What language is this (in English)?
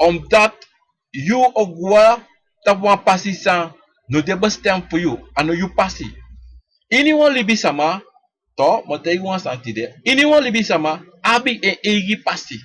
Sranan Tongo